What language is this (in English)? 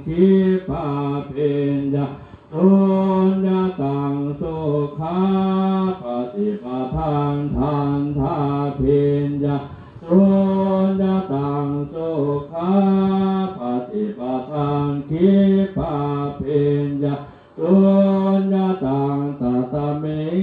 Pali